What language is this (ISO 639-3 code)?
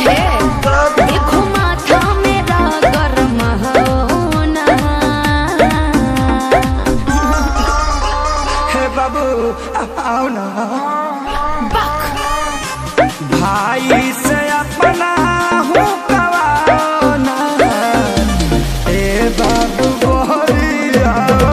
bho